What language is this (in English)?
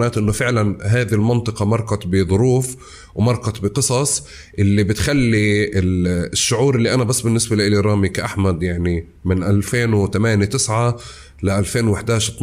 North Levantine Arabic